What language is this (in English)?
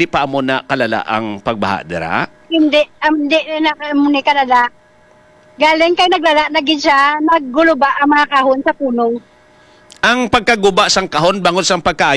Hiligaynon